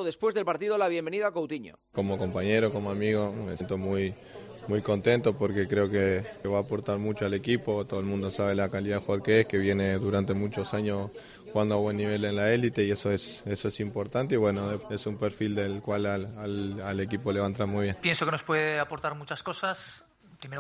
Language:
Spanish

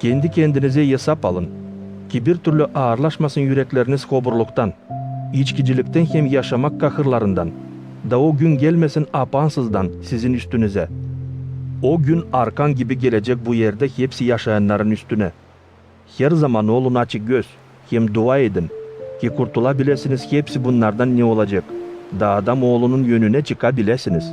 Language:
Gagauz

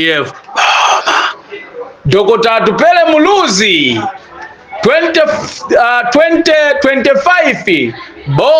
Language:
Nyanja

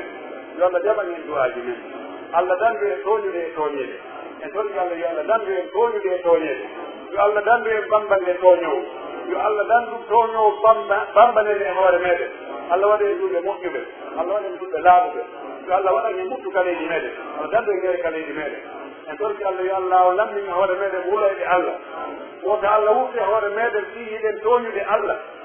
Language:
Pular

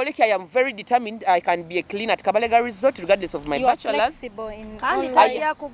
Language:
Nyoro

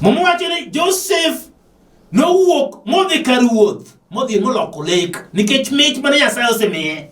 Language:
Luo (Kenya and Tanzania)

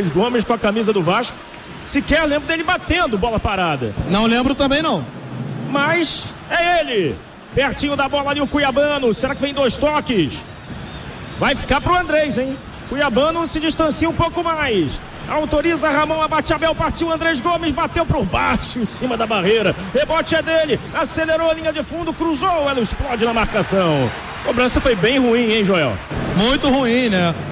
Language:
Portuguese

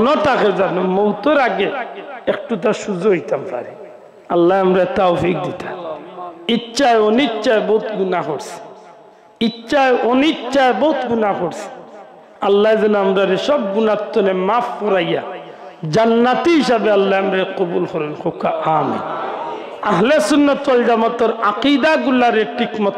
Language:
Sylheti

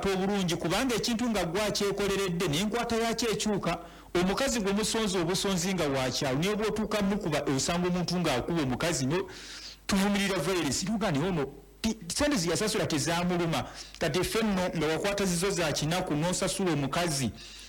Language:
Ganda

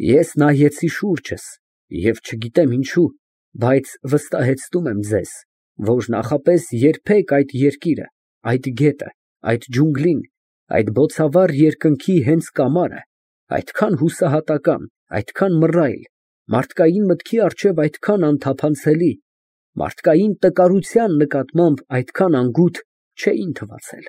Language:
Armenian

